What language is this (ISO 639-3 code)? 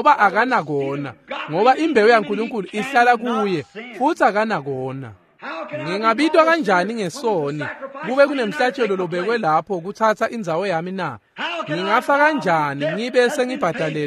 ssw